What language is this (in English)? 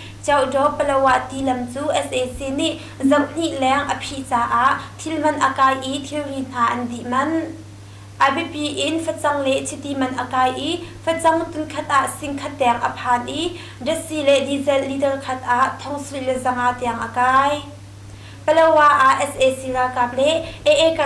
Hakha Chin